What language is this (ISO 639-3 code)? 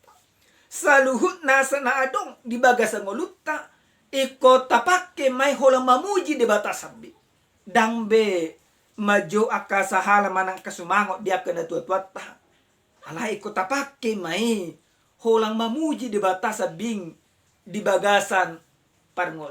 bbc